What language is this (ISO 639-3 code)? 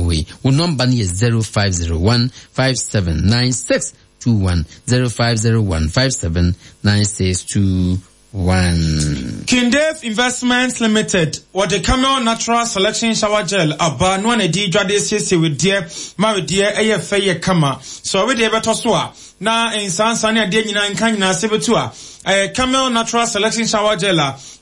aka